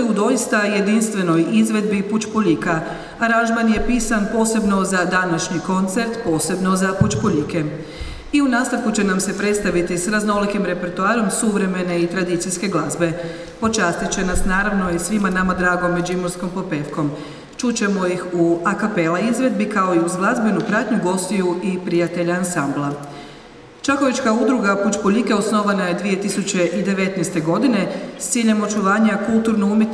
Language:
Croatian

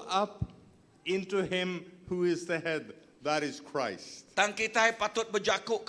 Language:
Iban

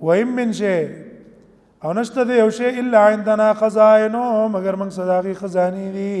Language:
Pashto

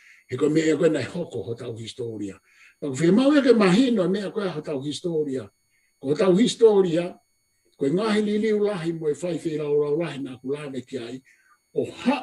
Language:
Tongan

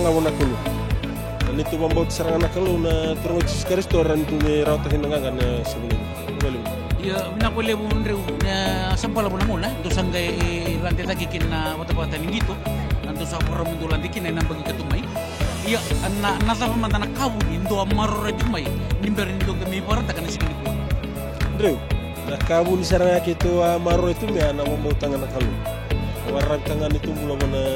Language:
Fijian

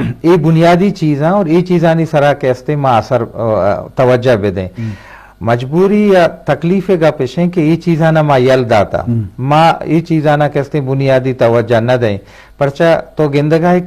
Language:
Eastern Balochi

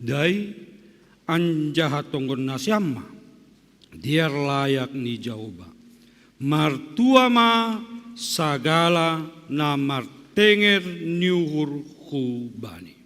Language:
Batak Simalungun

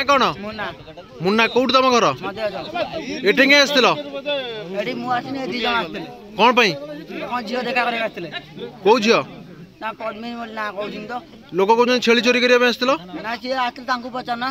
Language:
Odia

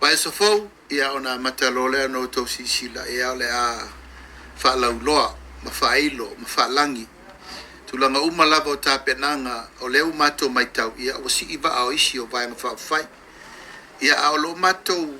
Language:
Samoan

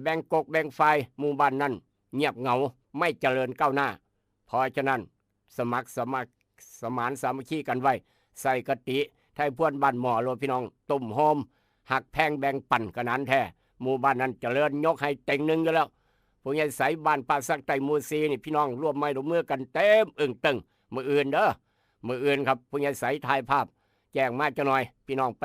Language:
Northeastern Thai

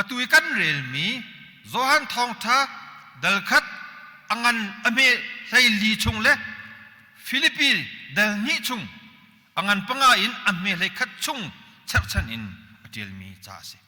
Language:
Hakha Chin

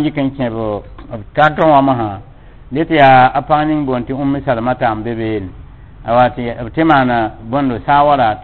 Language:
Mossi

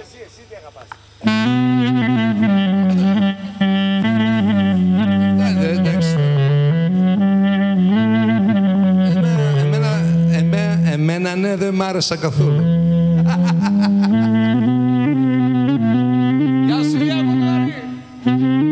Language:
Greek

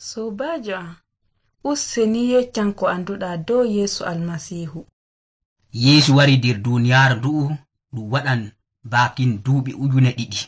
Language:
Nigerian Fulfulde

